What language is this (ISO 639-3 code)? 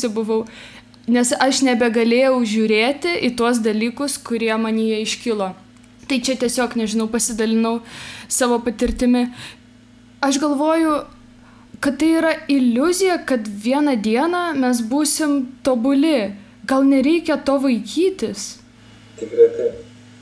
lit